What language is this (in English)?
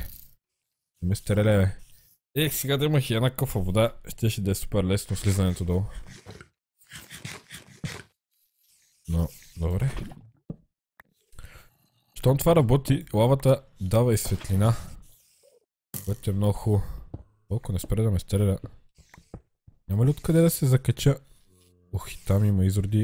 Bulgarian